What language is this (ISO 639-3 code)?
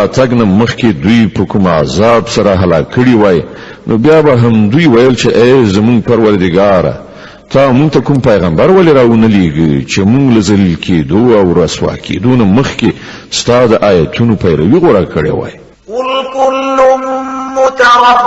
pus